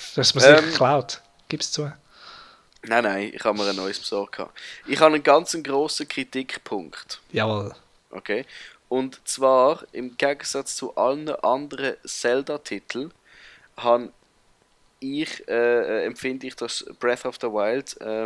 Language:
Swiss German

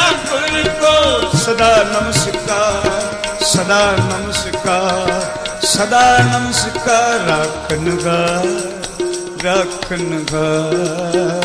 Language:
Punjabi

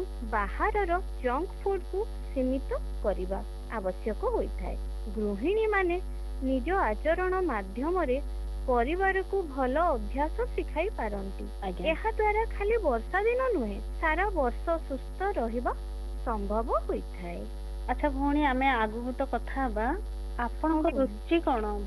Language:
Odia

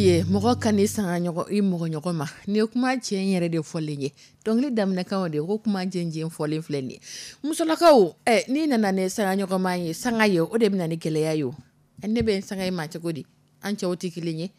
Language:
Dyula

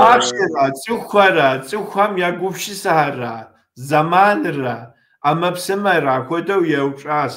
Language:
Kabardian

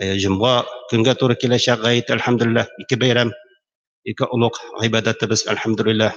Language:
Tatar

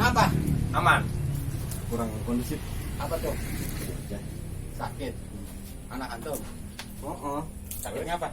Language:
Betawi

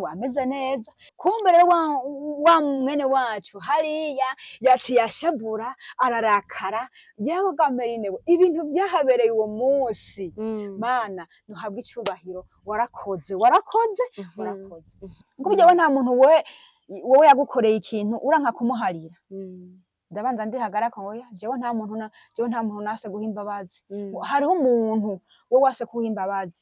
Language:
Rundi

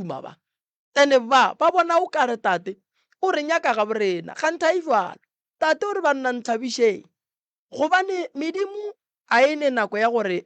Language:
Northern Sotho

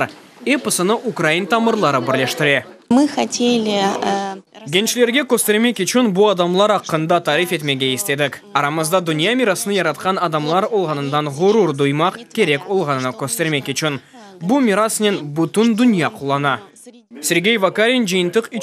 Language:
Crimean Tatar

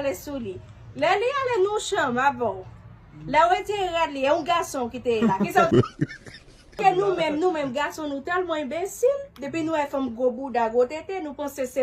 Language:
Haitian Creole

